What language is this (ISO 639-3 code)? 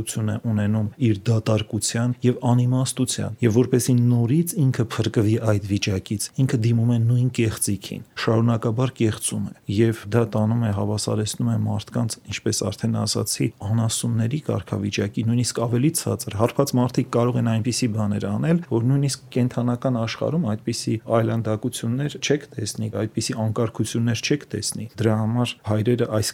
hye